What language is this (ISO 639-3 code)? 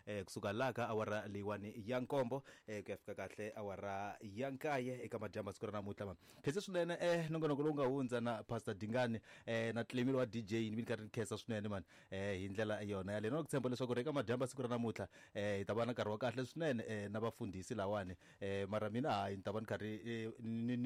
tso